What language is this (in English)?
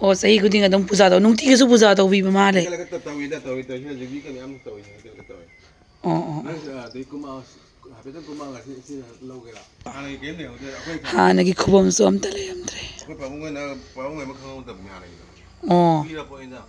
Manipuri